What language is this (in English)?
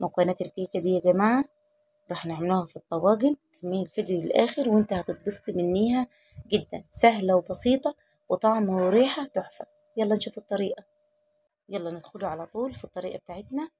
Egyptian Arabic